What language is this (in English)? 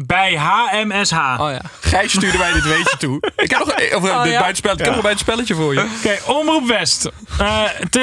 Dutch